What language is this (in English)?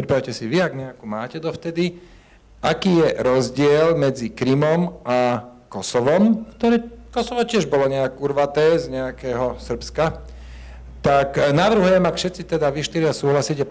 Slovak